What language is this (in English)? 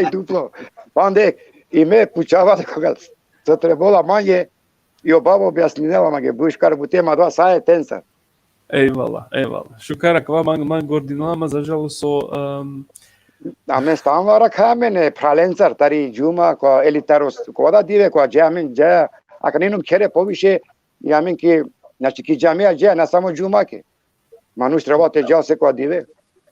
Balkan Romani